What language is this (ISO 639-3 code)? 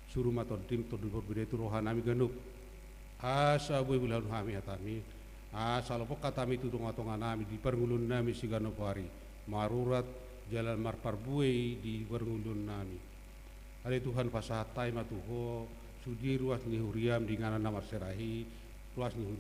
bbc